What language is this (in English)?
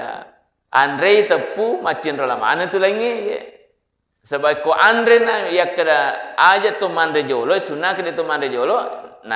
Buginese